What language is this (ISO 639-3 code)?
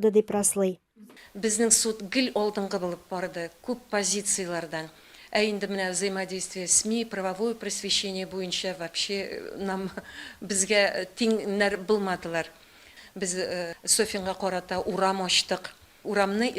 tat